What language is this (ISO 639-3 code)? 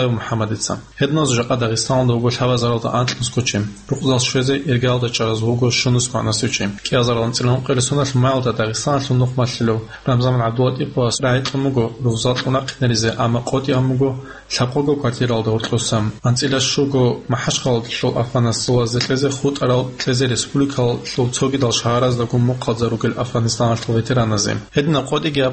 ava